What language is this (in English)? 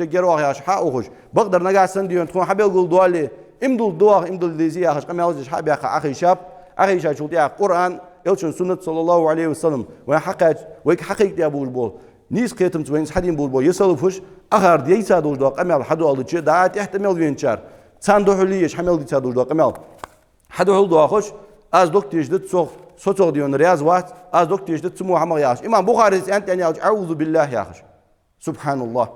Ingush